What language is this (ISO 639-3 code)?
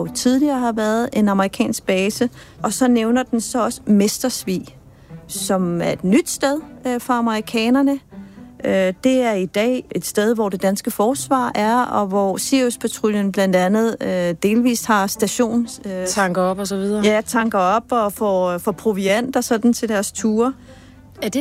dan